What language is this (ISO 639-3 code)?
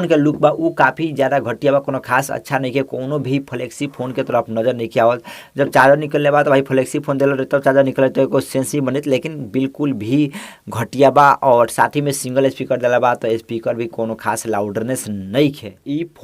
bho